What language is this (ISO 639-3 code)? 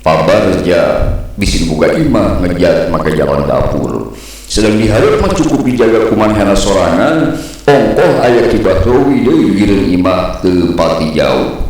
sun